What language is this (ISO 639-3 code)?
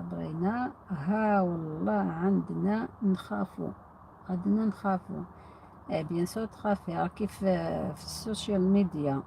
arq